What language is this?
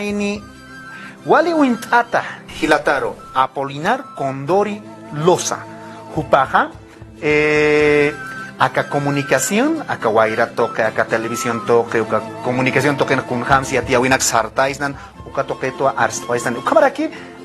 Aymara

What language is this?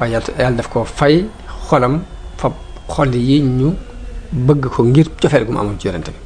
Wolof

